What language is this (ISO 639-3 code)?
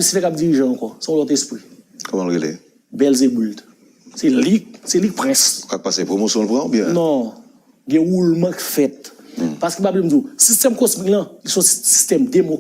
hat